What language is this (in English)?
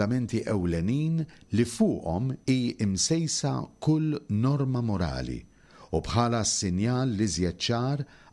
Maltese